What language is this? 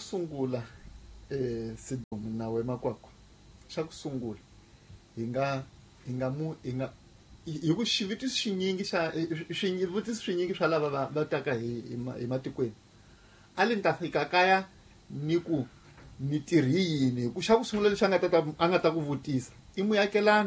Tsonga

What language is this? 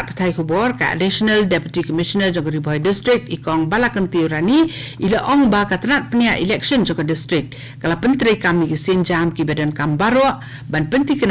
Khasi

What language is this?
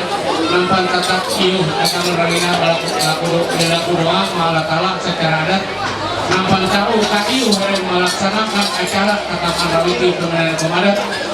Ma'anyan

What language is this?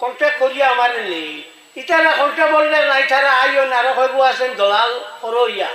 Sylheti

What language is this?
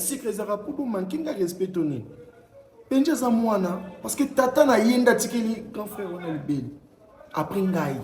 Lingala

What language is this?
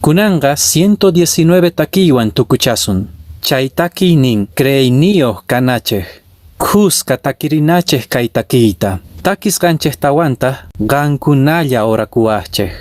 Quechua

